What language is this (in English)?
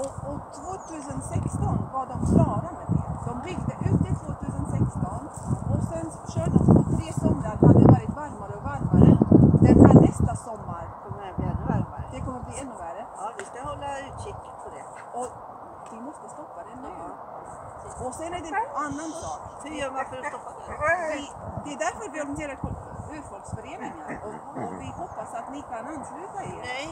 Swedish